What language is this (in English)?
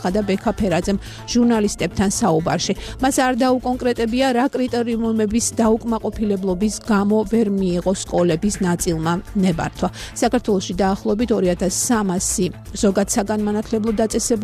Georgian